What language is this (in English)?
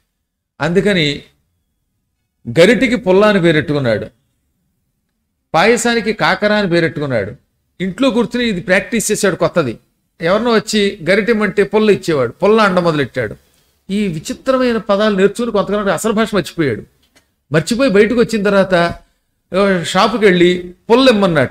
Telugu